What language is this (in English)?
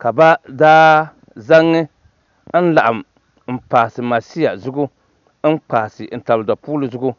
Dagbani